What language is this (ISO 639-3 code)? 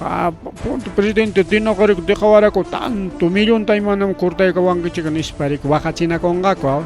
quy